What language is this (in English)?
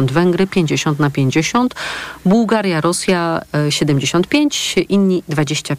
Polish